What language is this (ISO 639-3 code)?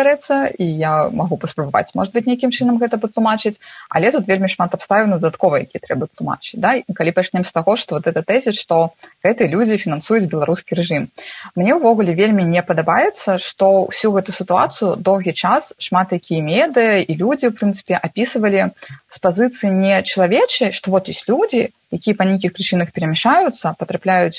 bel